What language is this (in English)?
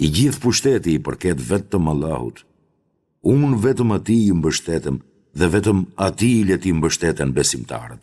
Albanian